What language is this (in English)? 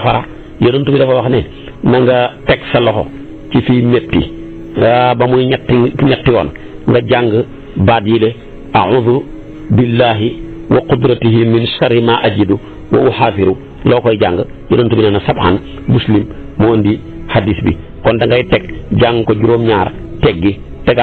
Wolof